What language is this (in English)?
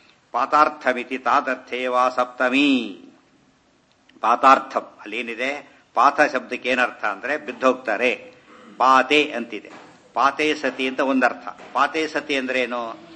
Kannada